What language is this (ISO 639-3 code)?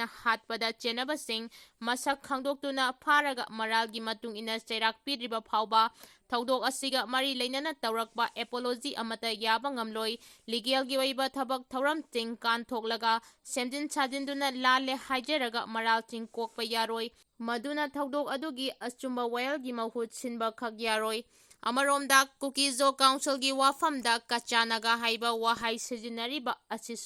mni